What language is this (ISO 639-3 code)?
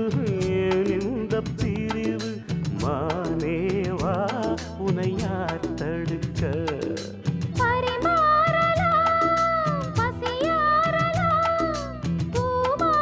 tam